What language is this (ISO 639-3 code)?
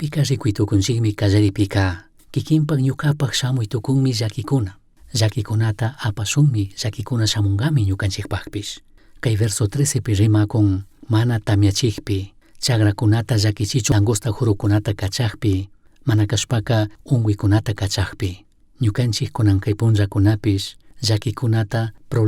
qug